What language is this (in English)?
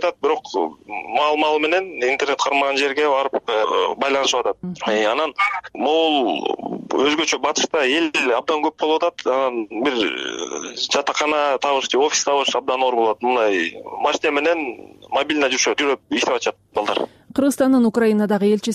Kyrgyz